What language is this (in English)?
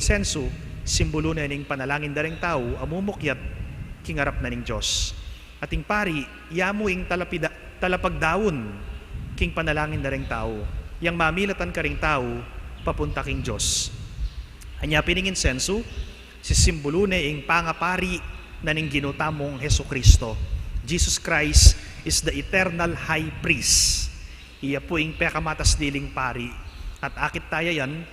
Pampanga